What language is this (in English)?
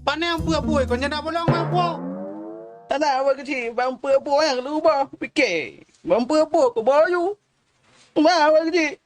Achinese